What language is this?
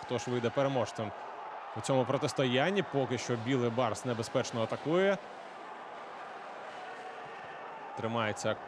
Ukrainian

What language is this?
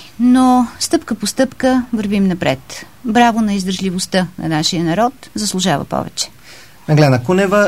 Bulgarian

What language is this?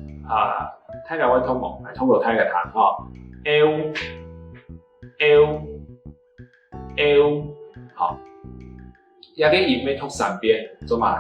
Hakka Chinese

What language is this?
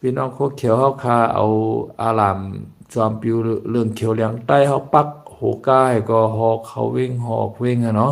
Shan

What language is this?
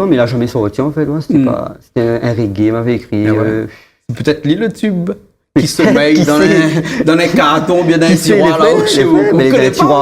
Réunion Creole French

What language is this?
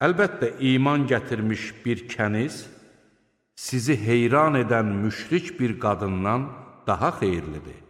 Azerbaijani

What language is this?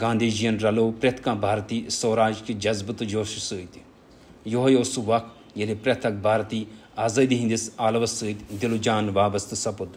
Kashmiri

